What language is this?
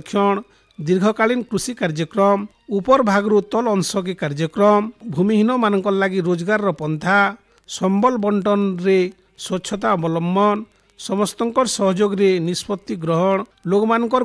Odia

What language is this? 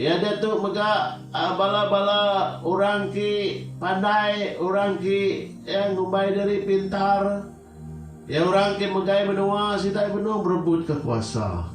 Iban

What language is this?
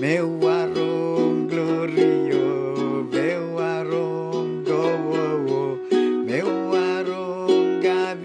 Pohnpeian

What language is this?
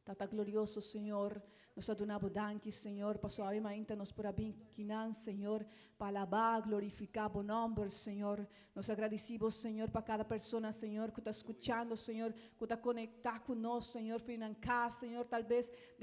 Papiamento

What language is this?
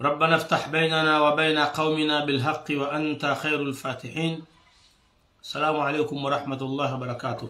Ngazidja Comorian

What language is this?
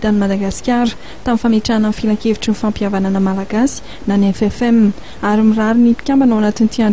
Malagasy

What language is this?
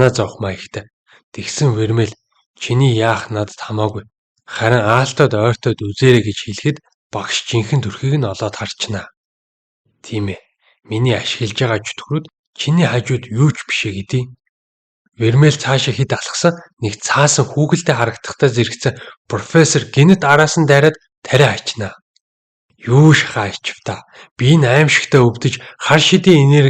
Mongolian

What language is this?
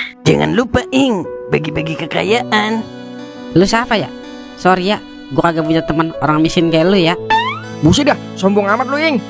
Betawi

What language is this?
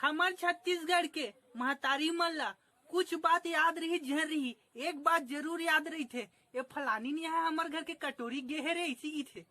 Chhattisgarhi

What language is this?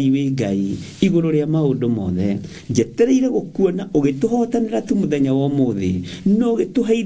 Kikuyu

